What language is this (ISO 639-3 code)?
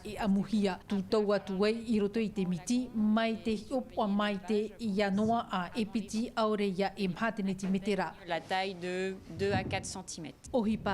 tah